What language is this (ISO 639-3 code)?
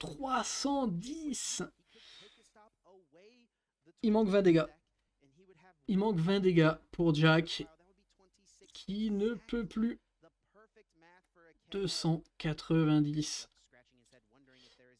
fra